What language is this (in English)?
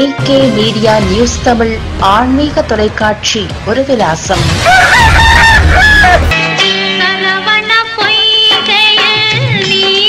Tamil